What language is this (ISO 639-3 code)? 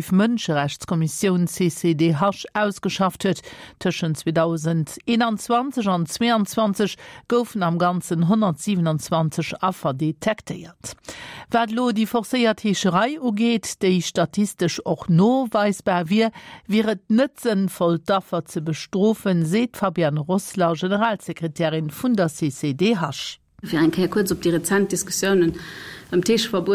ltz